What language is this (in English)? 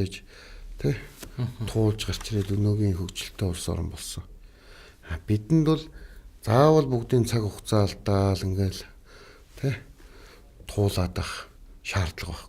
Mongolian